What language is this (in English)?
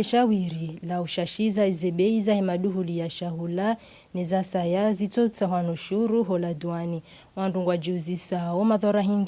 Ngazidja Comorian